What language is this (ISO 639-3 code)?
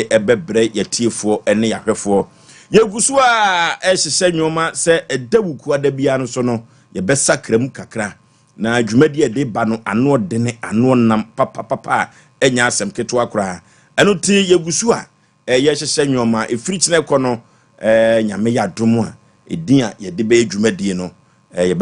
aka